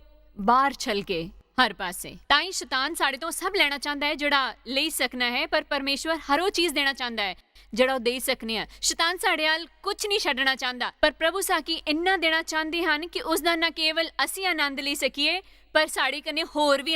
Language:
Dogri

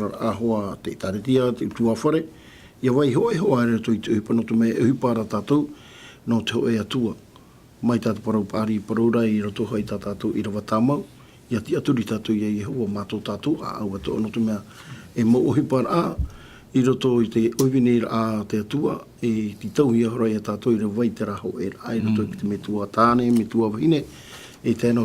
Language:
Tahitian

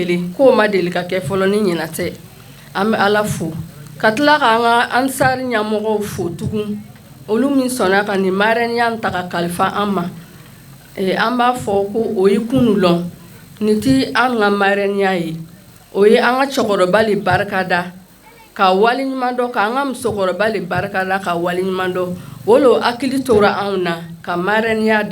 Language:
Bambara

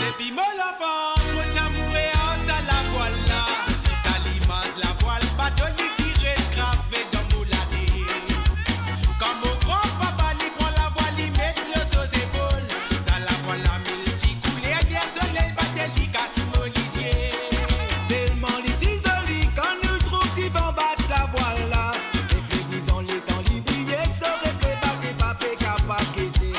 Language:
Morisyen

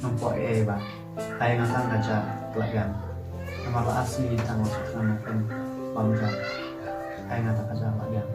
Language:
Khasi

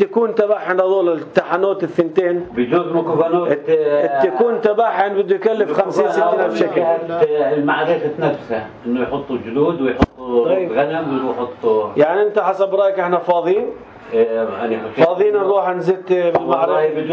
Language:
North Levantine Arabic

